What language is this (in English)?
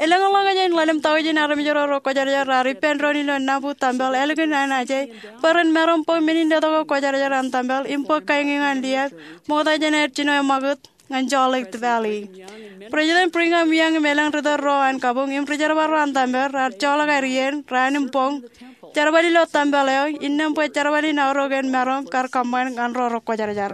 Marshallese